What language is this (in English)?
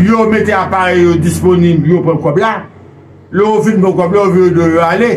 Haitian Creole